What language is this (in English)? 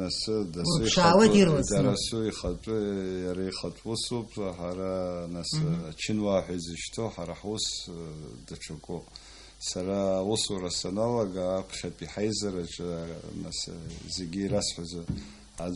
Abkhazian